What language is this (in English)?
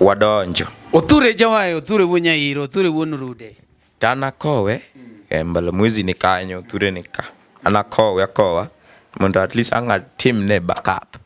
Luo (Kenya and Tanzania)